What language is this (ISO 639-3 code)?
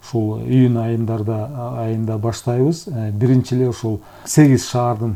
kir